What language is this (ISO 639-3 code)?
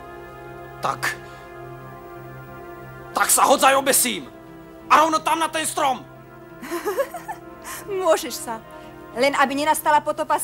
slk